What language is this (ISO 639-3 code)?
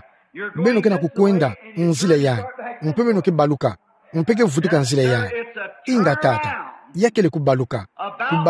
ktu